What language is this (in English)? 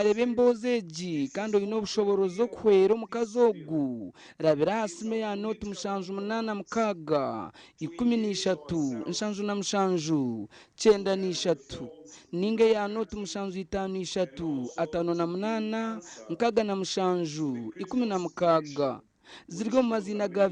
Nyankole